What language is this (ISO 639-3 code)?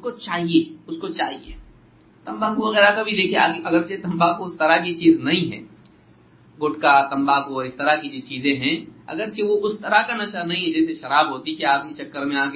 urd